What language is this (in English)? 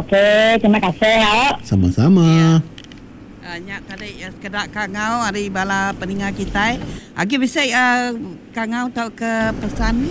Iban